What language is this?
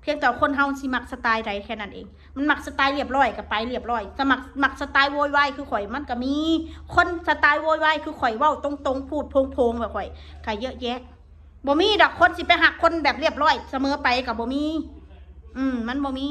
Northeastern Thai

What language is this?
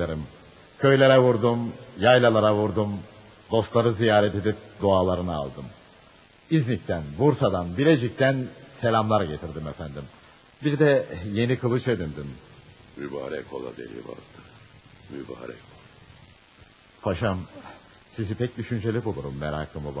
Turkish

